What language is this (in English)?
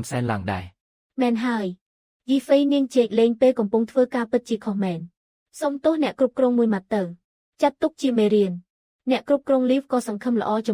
Khmer